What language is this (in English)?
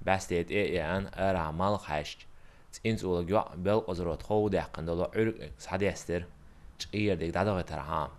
Chechen